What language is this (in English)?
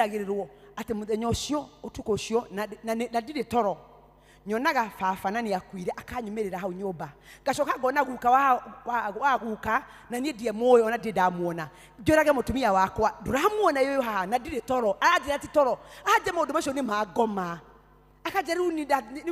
Kikuyu